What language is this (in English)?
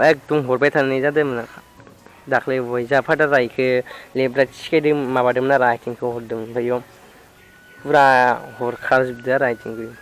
Bodo